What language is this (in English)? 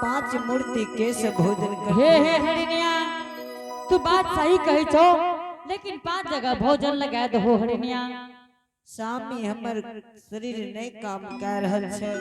Angika